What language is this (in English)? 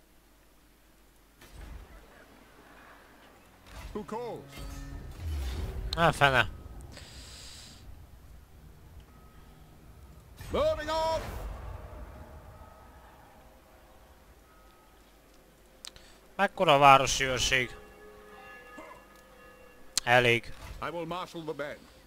Hungarian